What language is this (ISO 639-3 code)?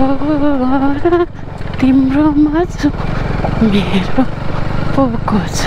nep